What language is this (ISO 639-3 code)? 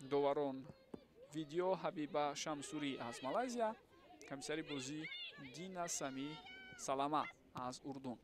tgk